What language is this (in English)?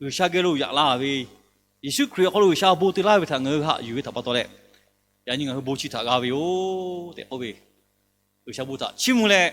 Lahu